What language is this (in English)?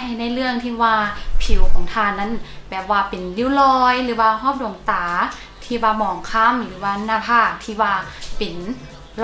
Lao